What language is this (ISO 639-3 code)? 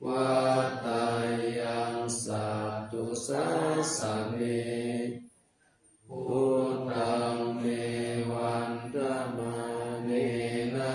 pli